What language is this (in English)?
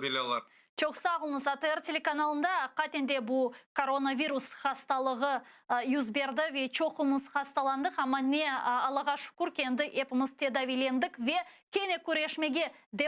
Crimean Tatar